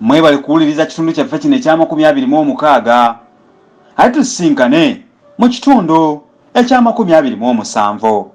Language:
Ganda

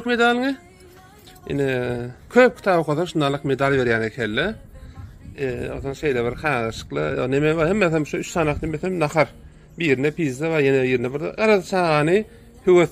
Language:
Turkmen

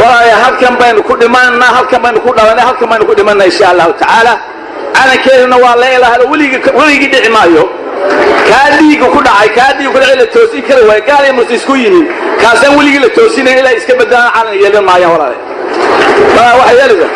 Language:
Somali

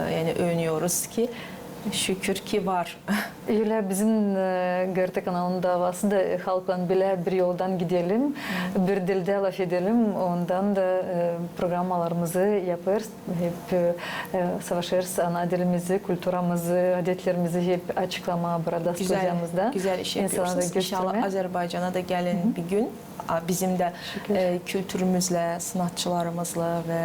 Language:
Gagauz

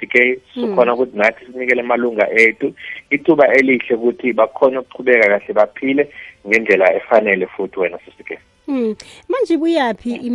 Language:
South Ndebele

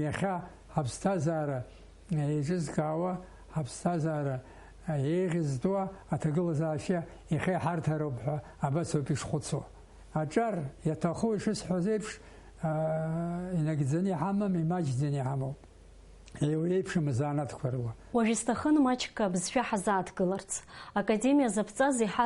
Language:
Abkhazian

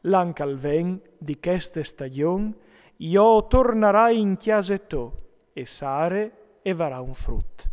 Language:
Friulian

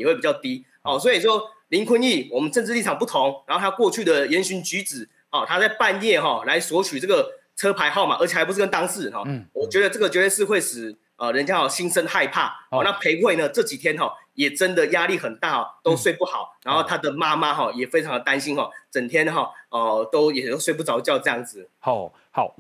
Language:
Chinese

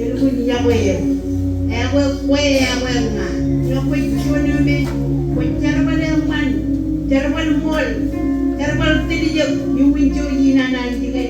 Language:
Marshallese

